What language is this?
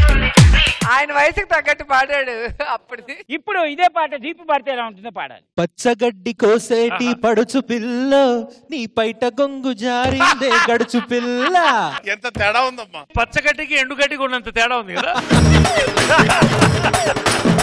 Telugu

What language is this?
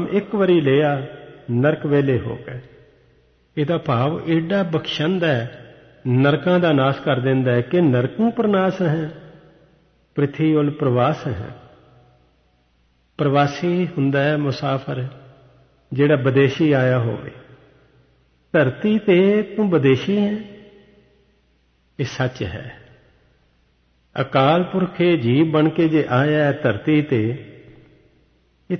Punjabi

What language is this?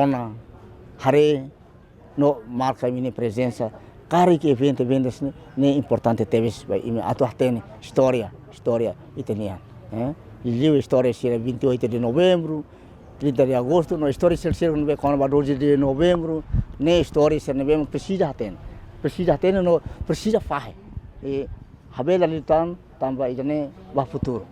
Tetum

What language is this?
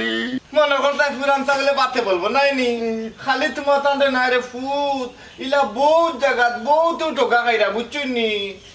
Sylheti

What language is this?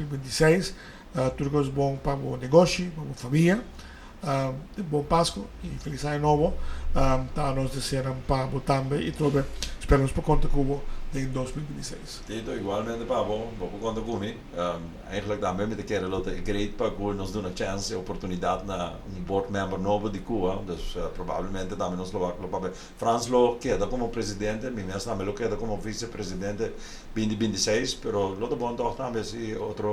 Papiamento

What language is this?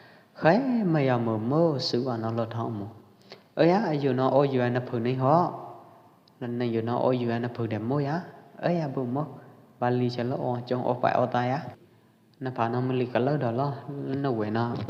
Pwo Eastern Karen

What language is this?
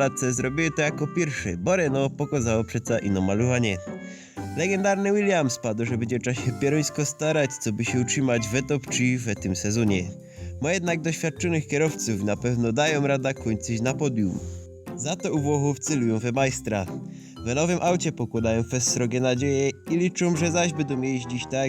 Silesian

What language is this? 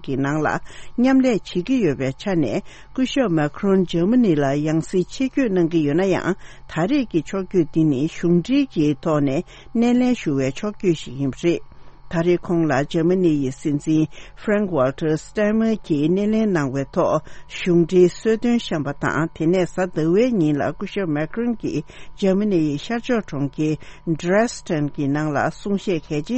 Tibetan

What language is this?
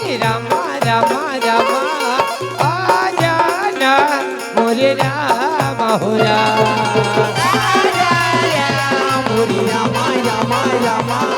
Chhattisgarhi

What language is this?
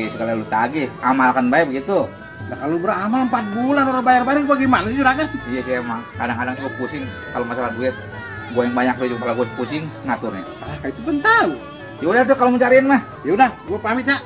Betawi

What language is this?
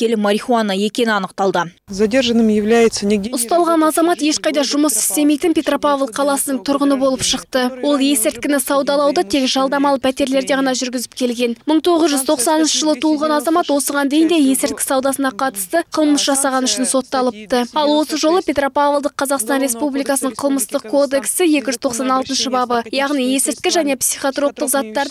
Kazakh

